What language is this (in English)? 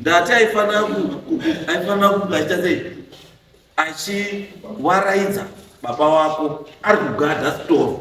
Shona